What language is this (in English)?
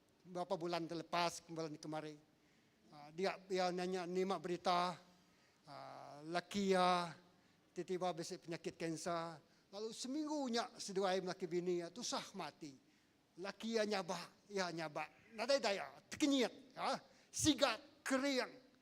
Iban